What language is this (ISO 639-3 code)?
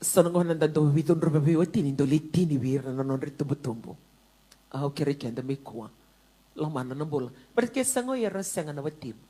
fij